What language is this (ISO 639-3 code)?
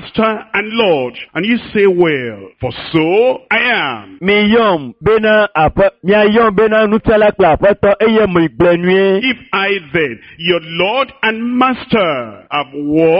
ewe